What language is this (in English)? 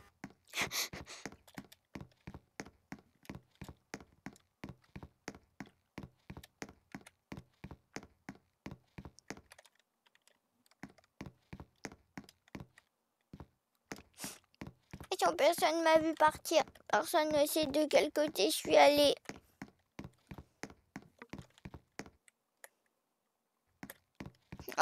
French